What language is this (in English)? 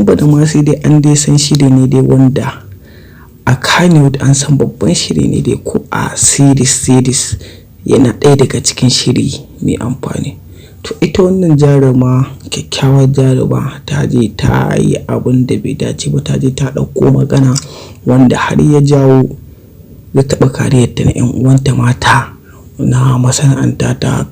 Hausa